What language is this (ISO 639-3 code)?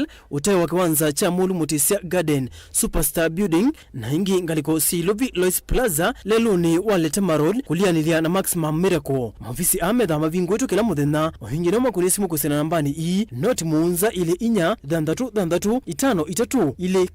kam